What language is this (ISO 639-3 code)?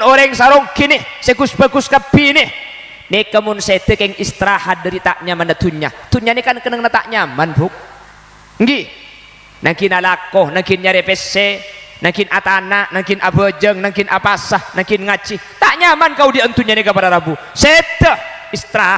mad